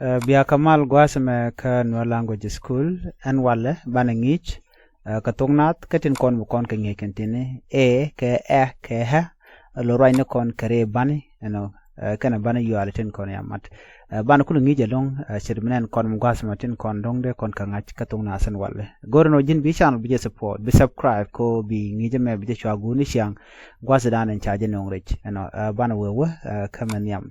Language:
Nuer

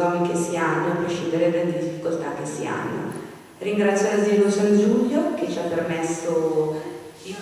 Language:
Italian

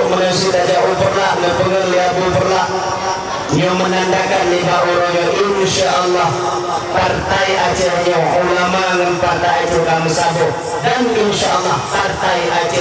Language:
Achinese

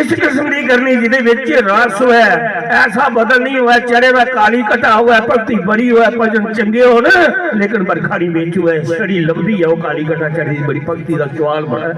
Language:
Dogri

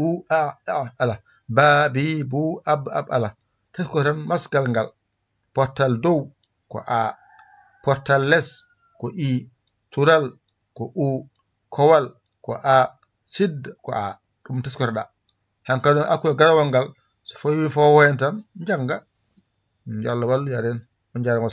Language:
Fula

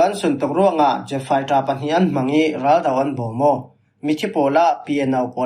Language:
Falam Chin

